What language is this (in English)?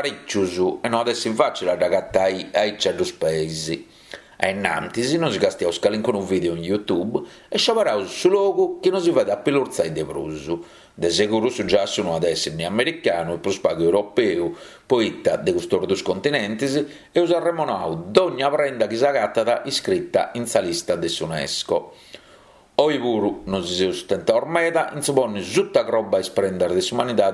Sardinian